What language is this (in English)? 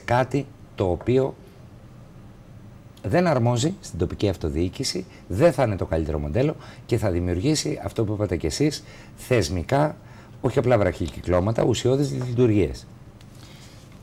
Greek